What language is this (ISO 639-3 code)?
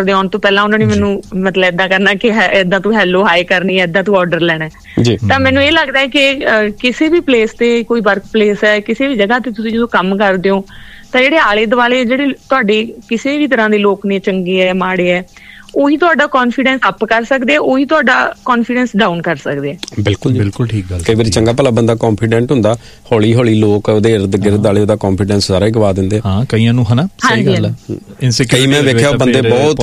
pan